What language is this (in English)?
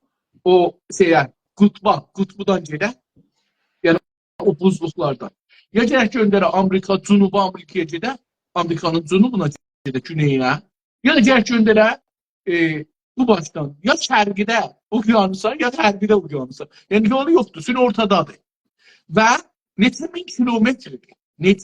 South Azerbaijani